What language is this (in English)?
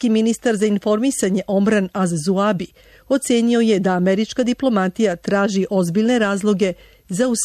Serbian